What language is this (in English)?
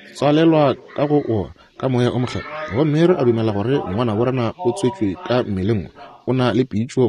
Northern Sotho